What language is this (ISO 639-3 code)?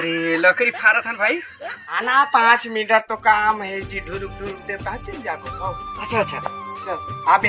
hne